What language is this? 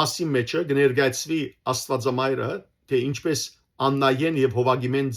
Western Armenian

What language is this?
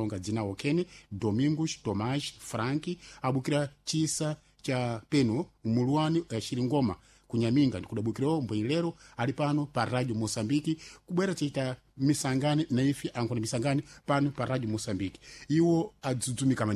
Sena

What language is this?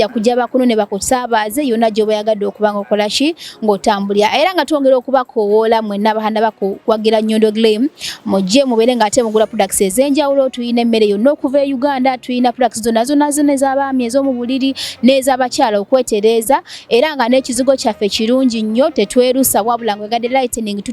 Ganda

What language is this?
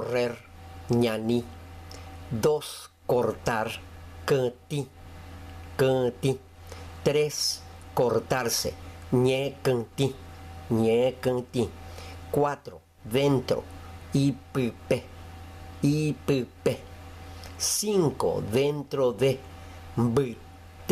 Guarani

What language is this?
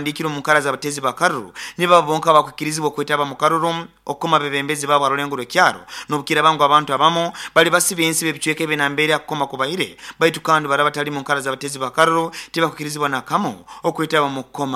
Nyoro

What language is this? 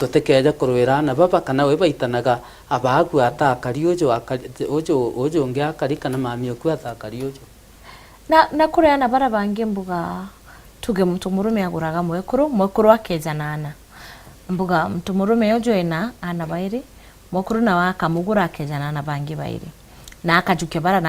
Meru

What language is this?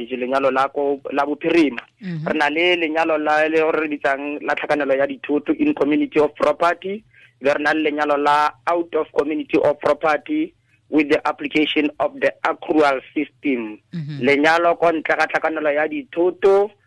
Tswana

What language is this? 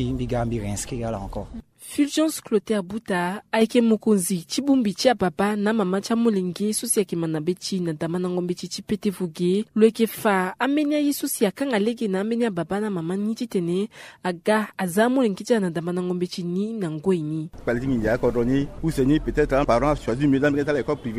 Sango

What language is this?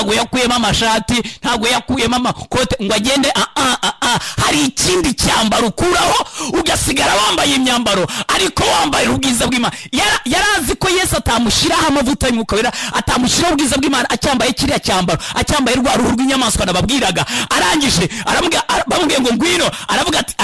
Kinyarwanda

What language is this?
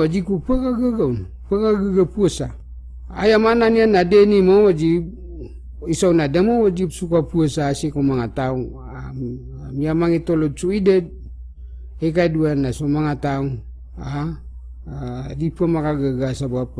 Maranao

